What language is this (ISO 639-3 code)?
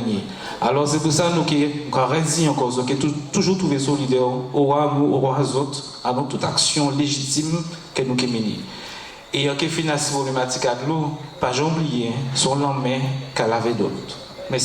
gcf